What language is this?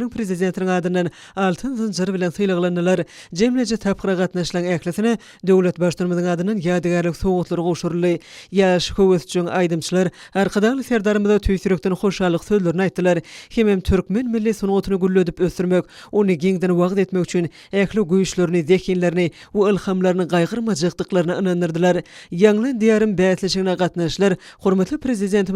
Turkmen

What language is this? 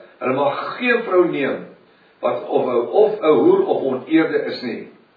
Afrikaans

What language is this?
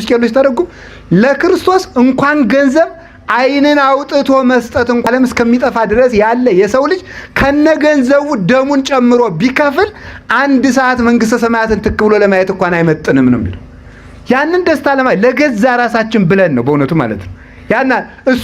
Amharic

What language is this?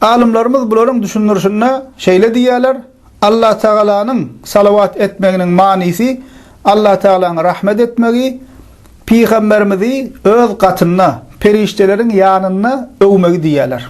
Turkmen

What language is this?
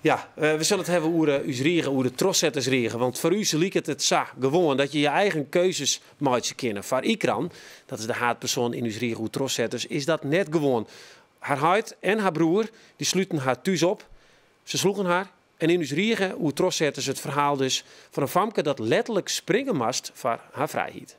Western Frisian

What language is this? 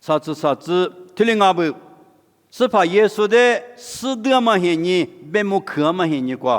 Lisu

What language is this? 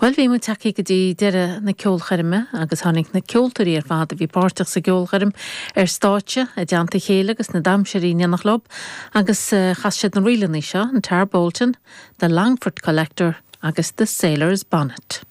Irish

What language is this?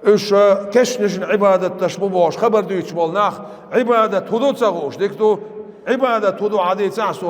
Chechen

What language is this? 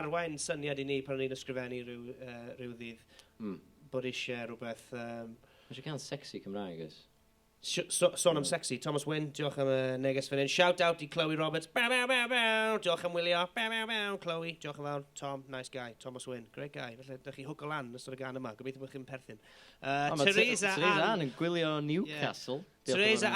Welsh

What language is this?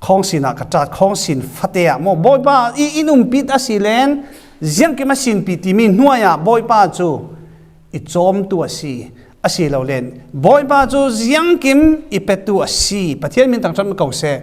Falam Chin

